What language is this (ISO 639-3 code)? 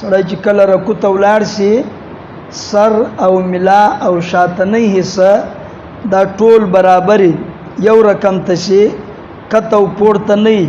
pus